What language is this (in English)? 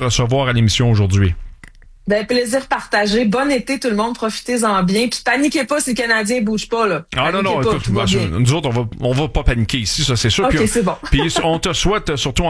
French